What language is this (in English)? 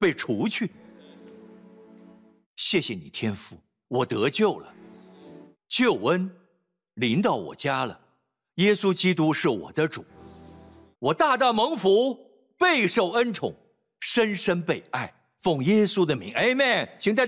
Chinese